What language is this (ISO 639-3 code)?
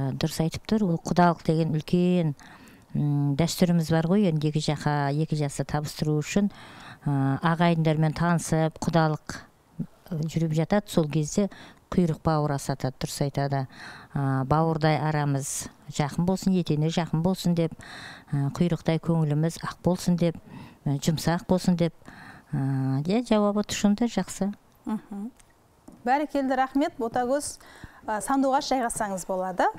kaz